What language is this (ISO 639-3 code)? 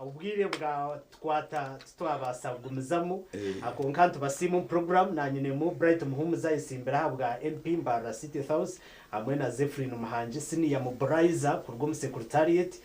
nyn